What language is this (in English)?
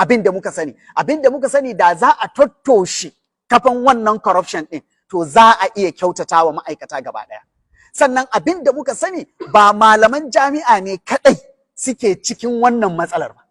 Hausa